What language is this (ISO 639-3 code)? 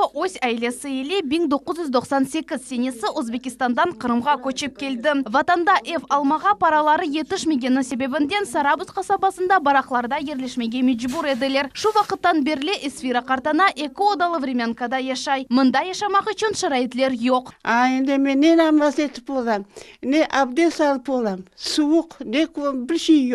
crh